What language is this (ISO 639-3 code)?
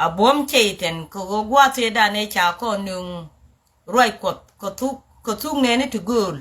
nus